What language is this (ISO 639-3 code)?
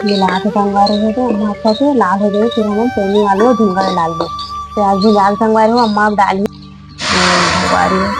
hne